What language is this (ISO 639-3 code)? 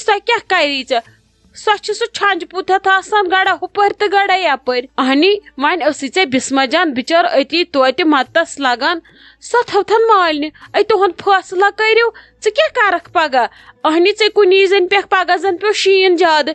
kas